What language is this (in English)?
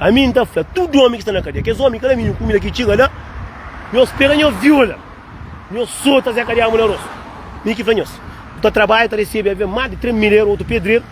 Kabuverdianu